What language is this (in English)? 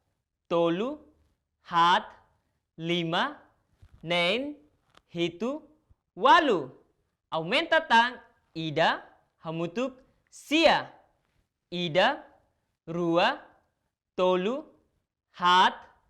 Tetum